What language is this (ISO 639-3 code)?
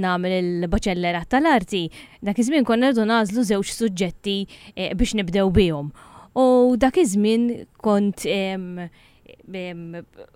mlt